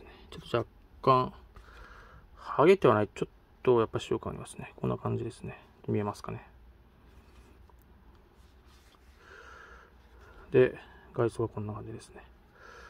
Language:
Japanese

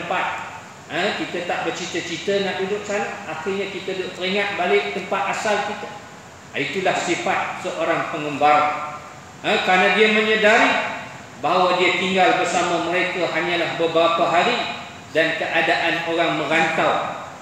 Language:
Malay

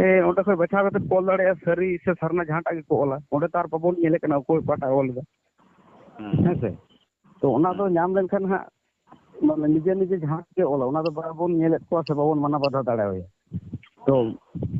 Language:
Santali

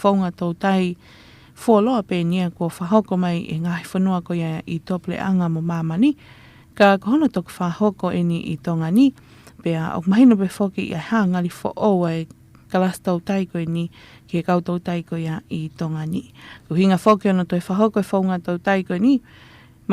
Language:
Tongan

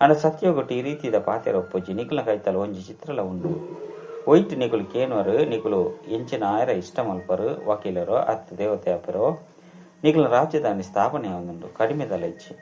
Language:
Tulu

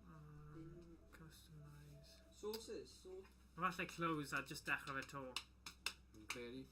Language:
Welsh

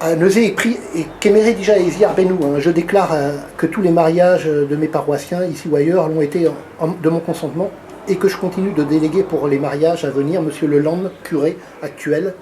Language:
Breton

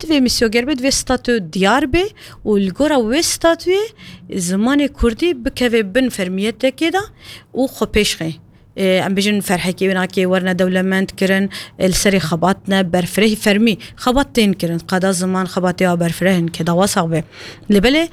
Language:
Kurdish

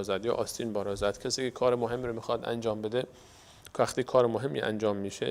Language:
Persian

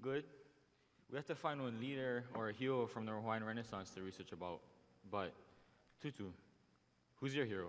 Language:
Hawaiian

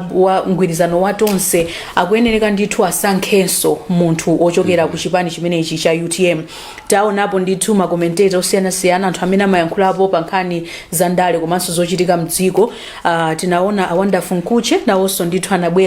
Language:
Nyanja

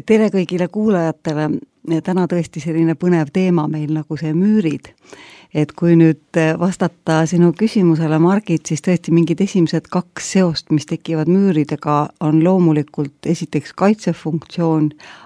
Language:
Estonian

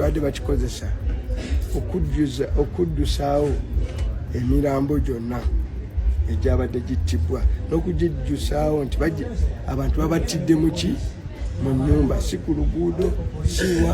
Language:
Ganda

